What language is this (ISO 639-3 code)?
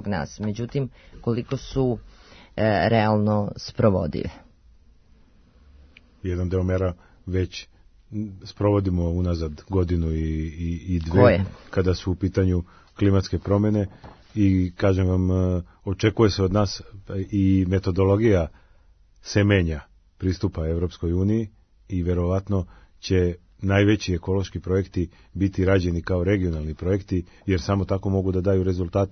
srp